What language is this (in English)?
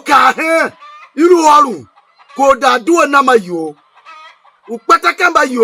Tiv